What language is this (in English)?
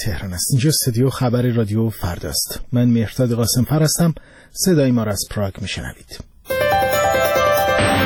Persian